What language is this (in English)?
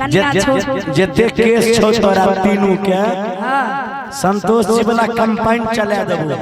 Maithili